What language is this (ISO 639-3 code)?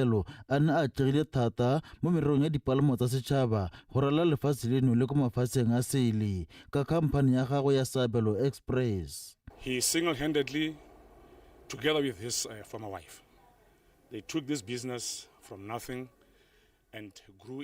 tsn